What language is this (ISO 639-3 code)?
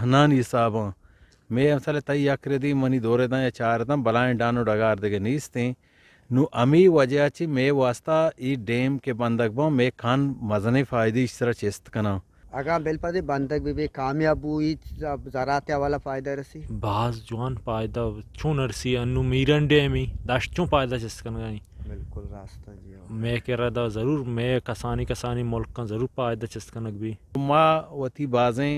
bgp